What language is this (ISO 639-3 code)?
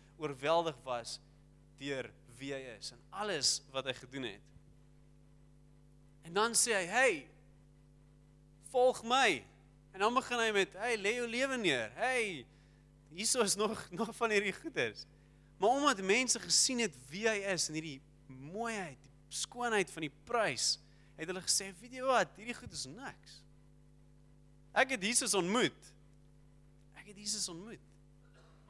afr